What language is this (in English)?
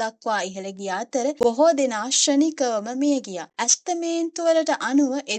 Sinhala